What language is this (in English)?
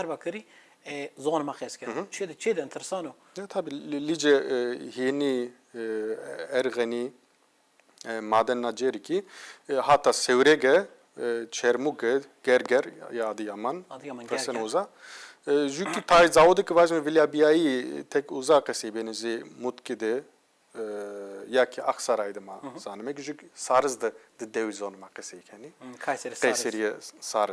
Zaza